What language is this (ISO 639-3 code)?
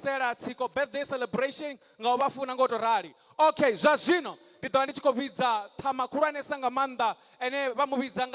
ven